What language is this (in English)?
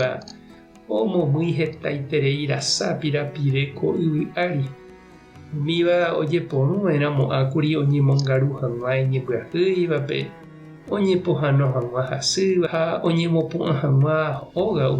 Guarani